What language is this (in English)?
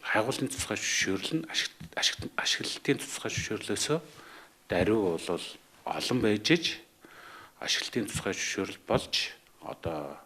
Mongolian